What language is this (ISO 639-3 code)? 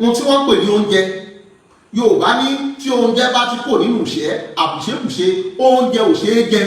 yor